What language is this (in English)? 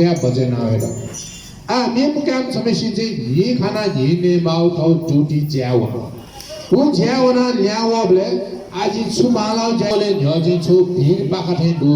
Newari